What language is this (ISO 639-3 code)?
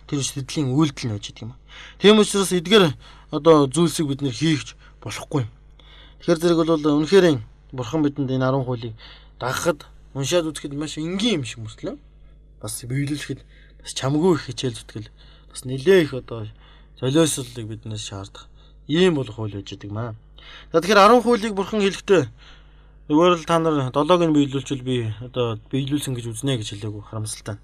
mon